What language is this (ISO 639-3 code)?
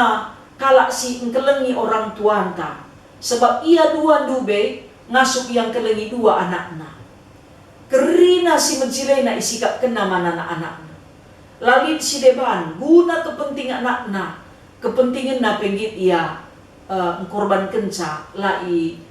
btx